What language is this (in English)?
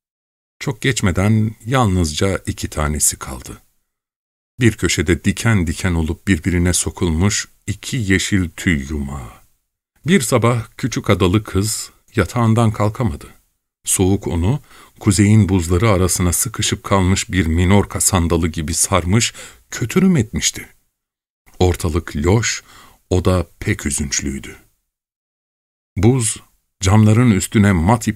Turkish